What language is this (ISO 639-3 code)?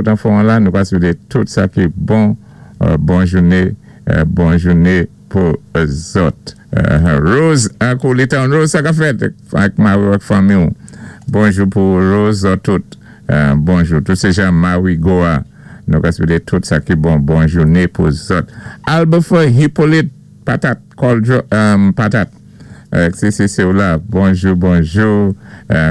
acf